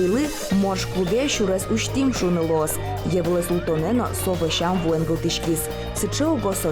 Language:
Udmurt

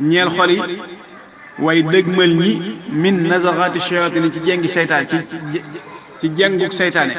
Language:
Wolof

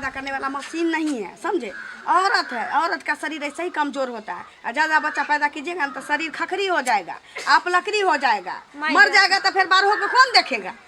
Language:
Maithili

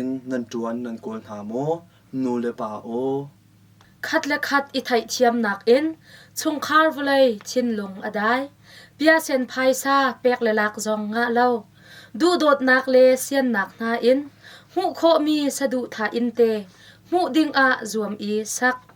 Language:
Hakha Chin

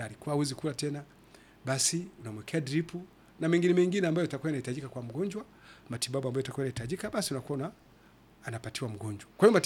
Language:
Swahili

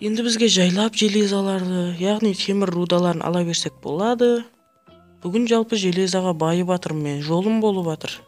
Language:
Kara-Kalpak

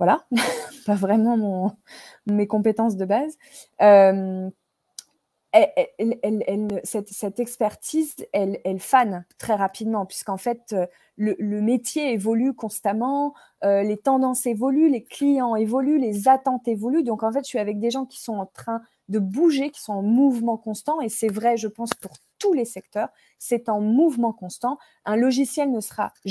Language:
French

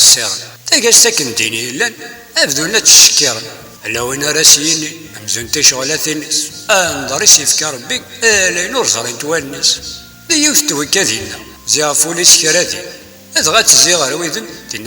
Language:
Kabyle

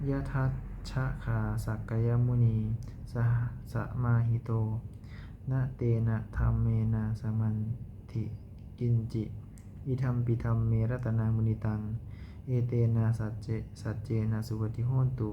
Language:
Pali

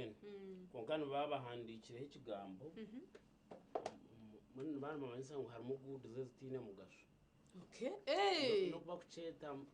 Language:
Nyankole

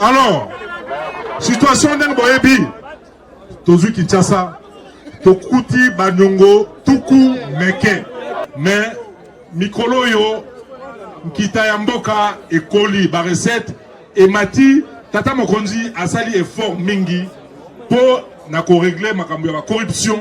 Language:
Lingala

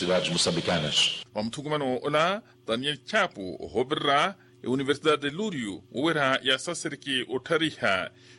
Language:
Makhuwa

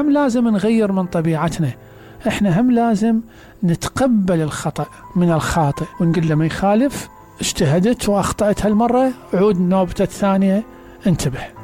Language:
Mesopotamian Arabic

